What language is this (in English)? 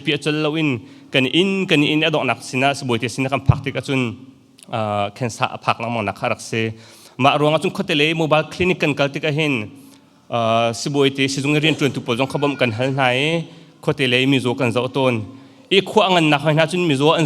Hakha Chin